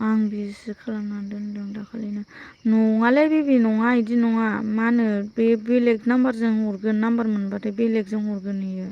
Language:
Bodo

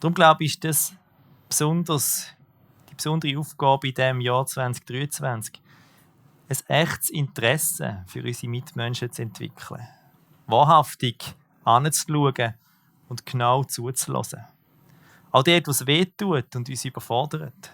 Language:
Swiss German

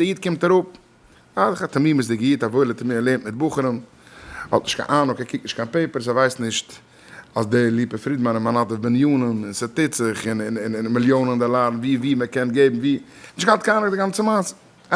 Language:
Yiddish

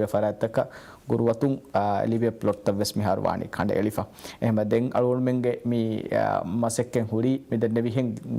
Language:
Divehi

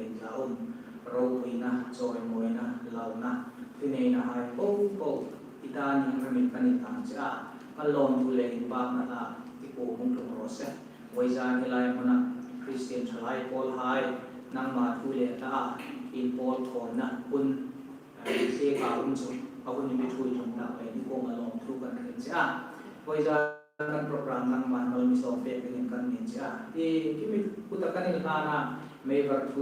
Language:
Hmar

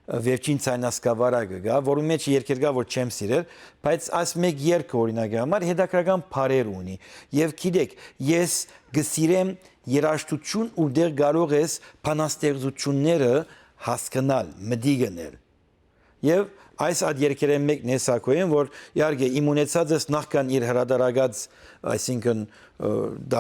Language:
Western Armenian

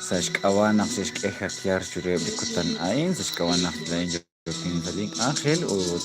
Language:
Kekchí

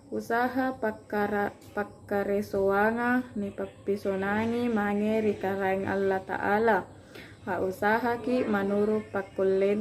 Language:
Makasar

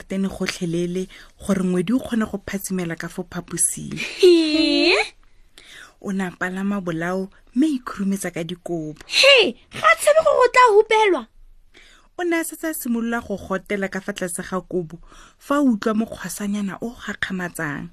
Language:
Tswana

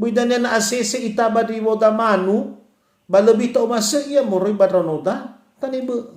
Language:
Nias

